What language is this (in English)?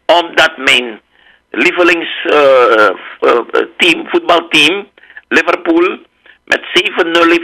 Dutch